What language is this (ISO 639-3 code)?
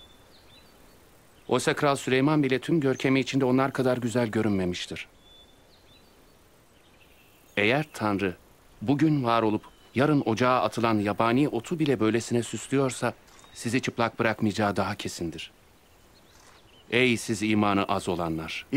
tur